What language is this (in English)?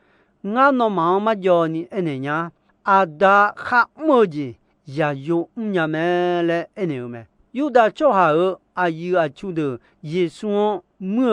Akha